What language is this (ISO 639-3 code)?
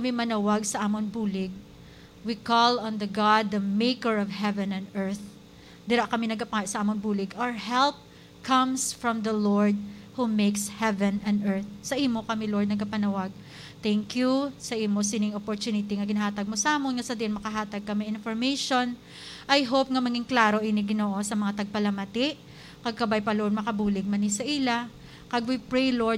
hil